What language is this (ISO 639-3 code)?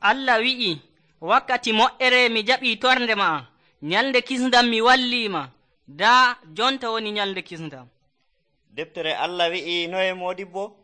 fuv